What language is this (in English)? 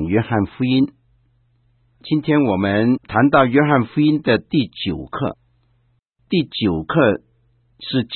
Chinese